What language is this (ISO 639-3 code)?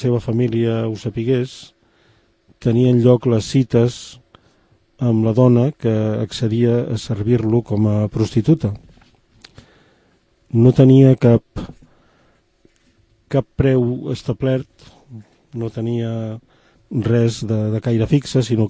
cat